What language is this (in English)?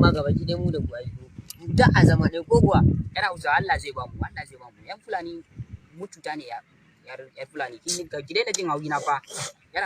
Hausa